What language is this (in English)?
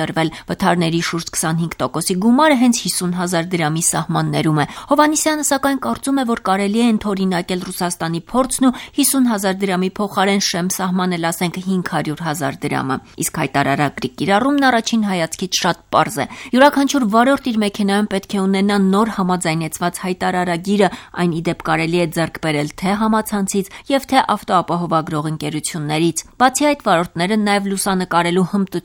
Armenian